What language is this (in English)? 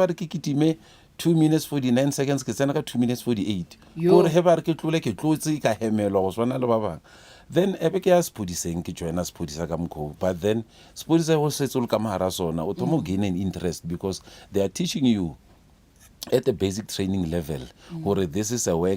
Northern Sotho